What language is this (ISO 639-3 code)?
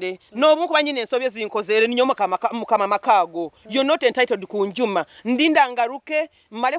nyo